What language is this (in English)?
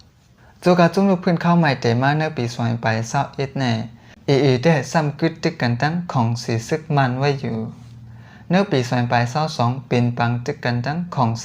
Shan